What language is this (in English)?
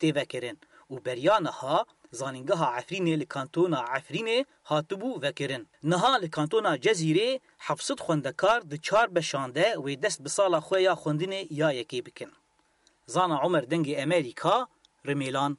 Kurdish